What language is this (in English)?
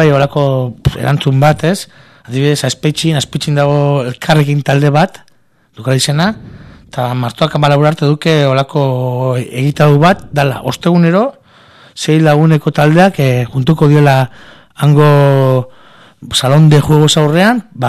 Basque